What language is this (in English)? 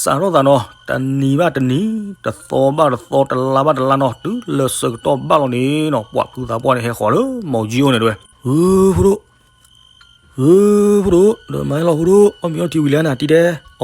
S'gaw Karen